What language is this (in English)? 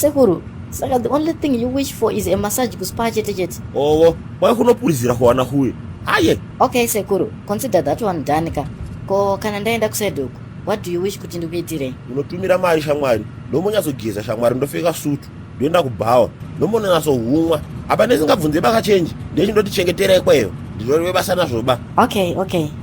Shona